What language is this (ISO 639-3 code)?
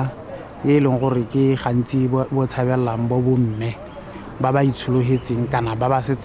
tsn